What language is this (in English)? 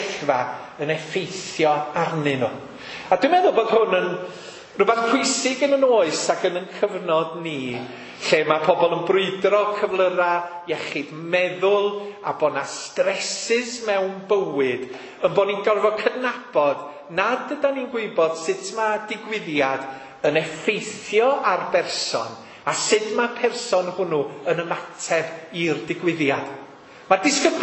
Welsh